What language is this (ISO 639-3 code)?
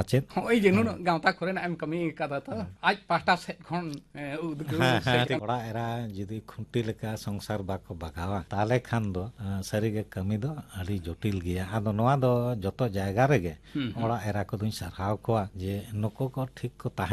sat